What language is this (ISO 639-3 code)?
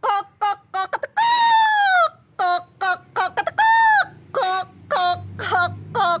ban